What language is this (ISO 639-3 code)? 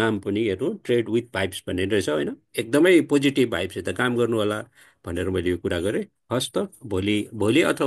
nep